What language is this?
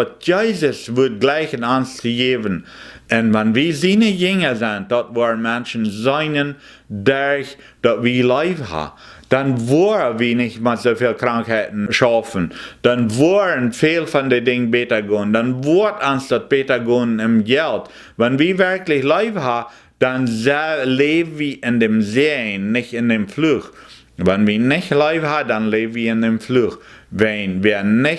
Plautdietsch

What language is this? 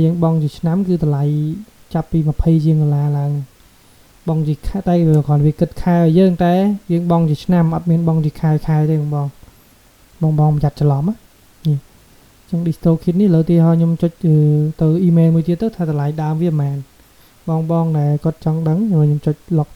Khmer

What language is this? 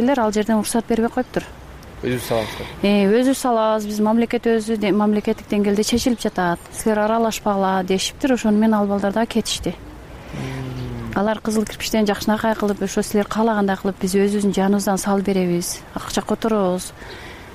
Kyrgyz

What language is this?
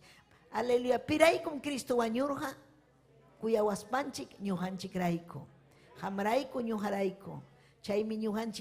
Ayacucho Quechua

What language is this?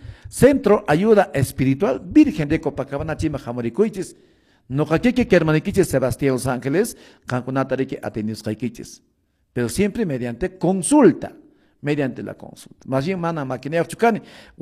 Quechua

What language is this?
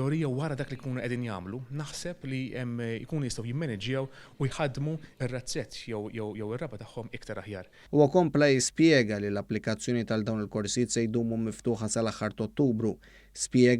Maltese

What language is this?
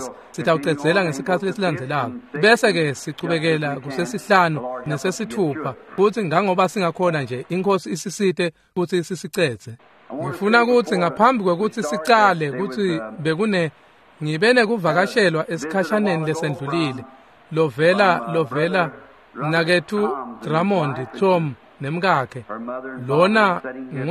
Swati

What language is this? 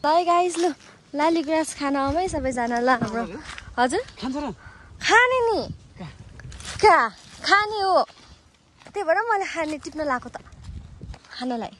Nepali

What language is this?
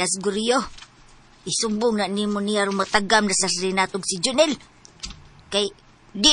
Cebuano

